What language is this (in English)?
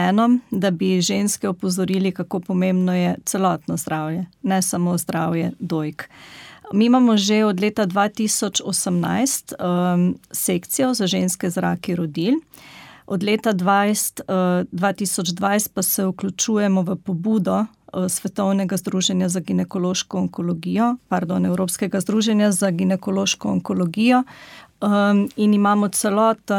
Slovenian